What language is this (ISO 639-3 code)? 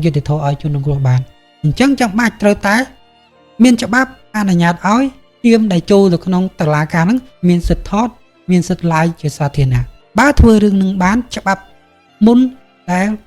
khm